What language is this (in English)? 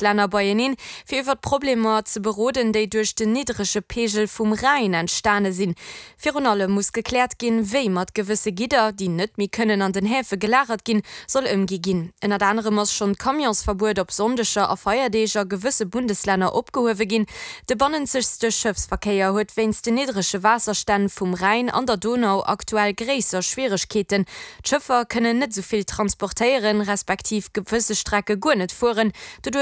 Luxembourgish